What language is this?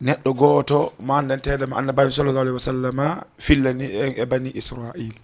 Fula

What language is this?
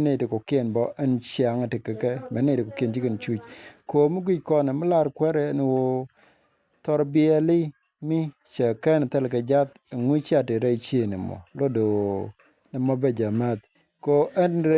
Nuer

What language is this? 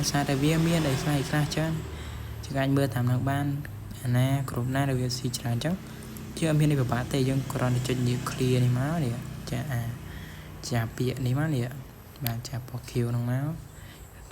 Khmer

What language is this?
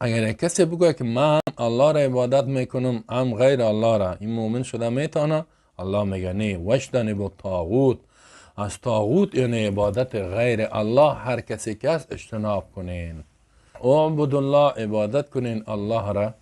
Persian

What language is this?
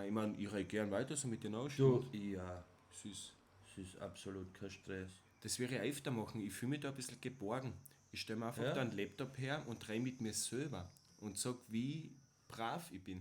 Bavarian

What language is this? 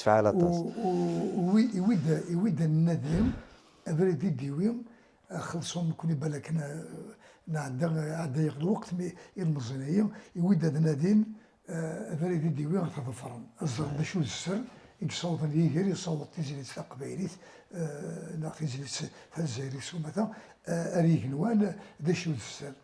Kabyle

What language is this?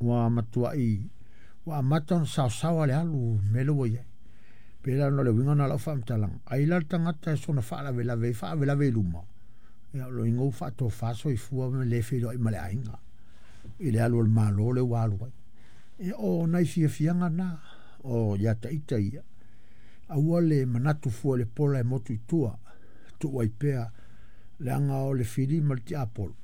Samoan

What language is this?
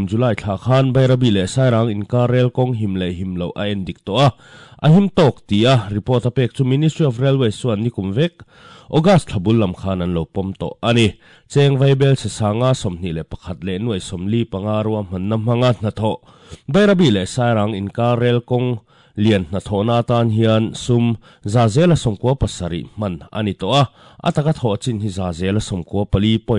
Mizo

